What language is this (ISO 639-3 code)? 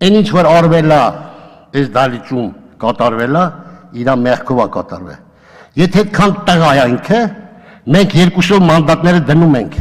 hye